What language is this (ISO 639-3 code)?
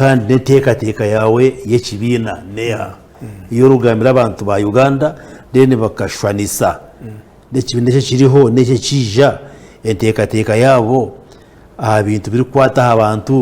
nyn